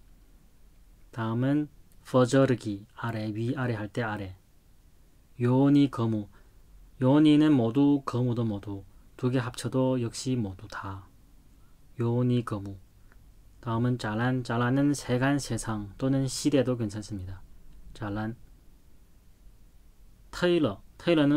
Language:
Korean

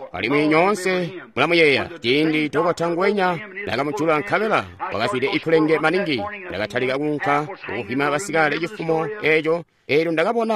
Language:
Tonga (Zambia)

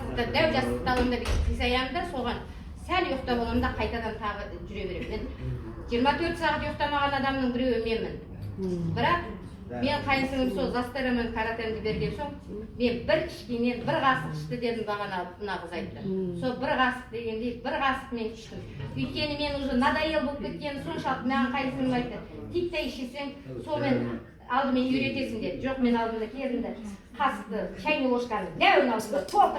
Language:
Kazakh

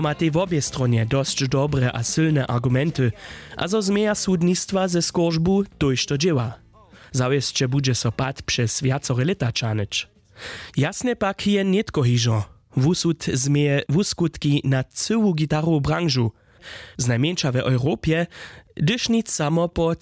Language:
Upper Sorbian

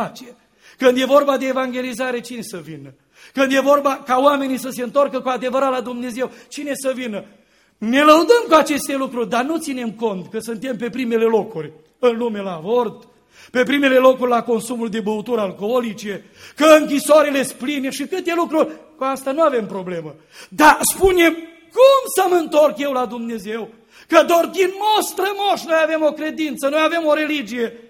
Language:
Romanian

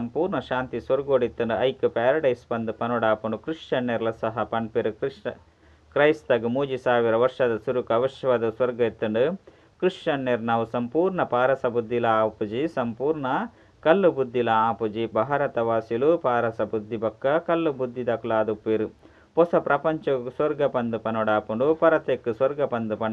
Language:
Tulu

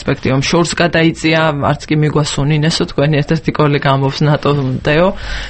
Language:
Georgian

